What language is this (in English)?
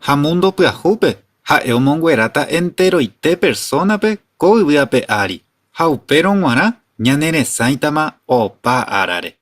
Guarani